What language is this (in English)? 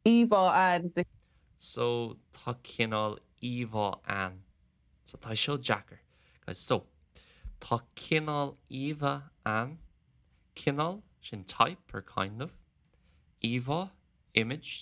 Irish